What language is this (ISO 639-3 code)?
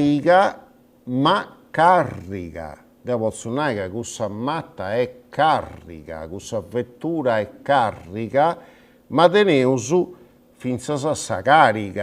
srd